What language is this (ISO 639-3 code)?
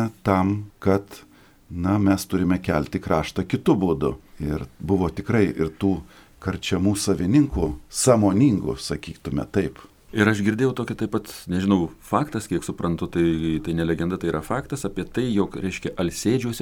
lit